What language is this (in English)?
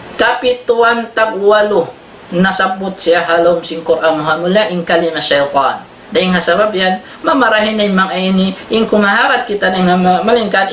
Tausug